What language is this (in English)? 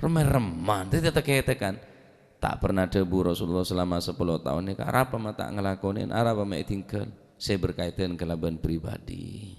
Madurese